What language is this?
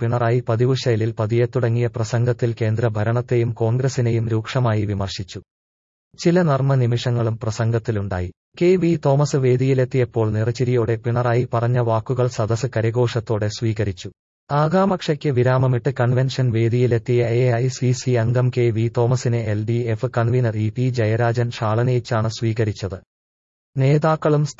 Malayalam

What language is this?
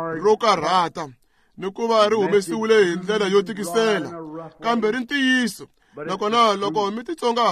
Tsonga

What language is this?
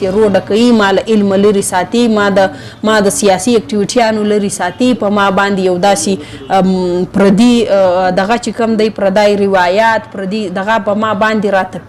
Pashto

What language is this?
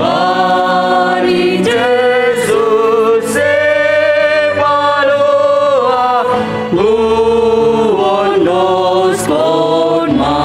Batak Simalungun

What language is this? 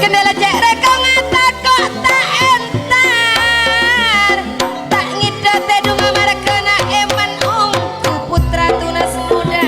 Madurese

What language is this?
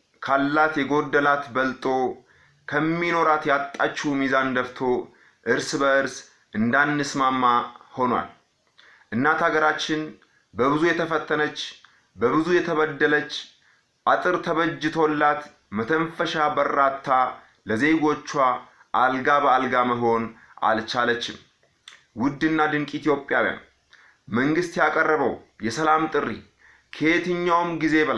Amharic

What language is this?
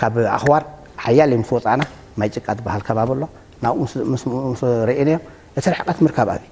Tigrinya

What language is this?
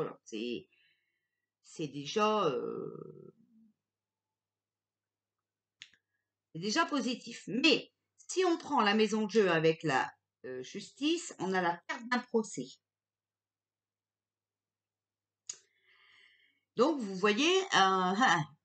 French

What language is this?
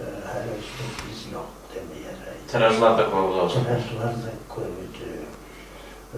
Kumyk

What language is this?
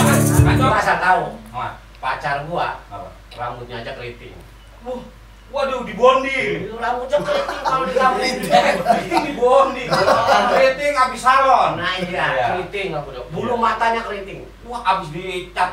Betawi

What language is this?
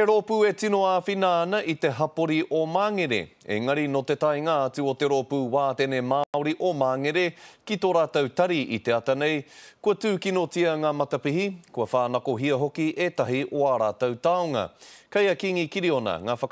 Māori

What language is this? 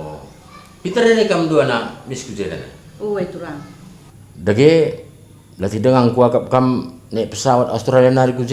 Batak Karo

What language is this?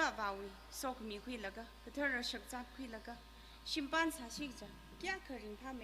Tangkhul Naga (India)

